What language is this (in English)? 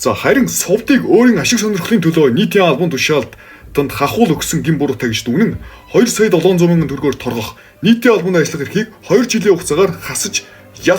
Mongolian